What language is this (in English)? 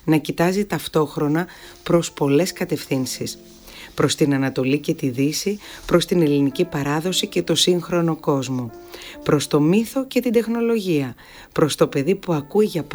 Greek